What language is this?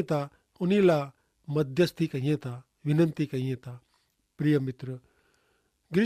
Kachhi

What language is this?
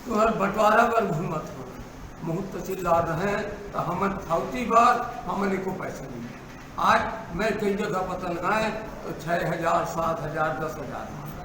Chhattisgarhi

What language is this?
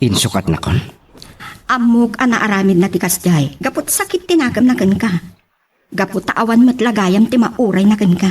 Iloko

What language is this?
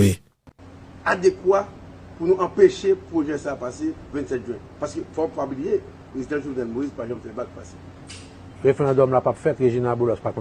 Haitian Creole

